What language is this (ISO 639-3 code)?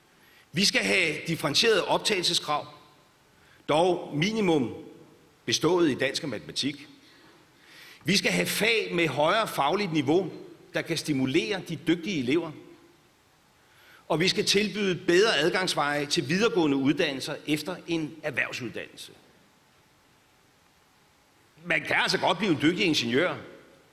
dan